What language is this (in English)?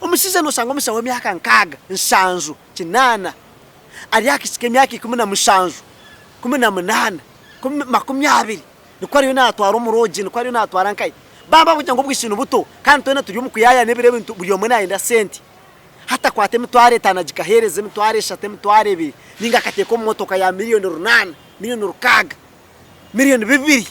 Nyankole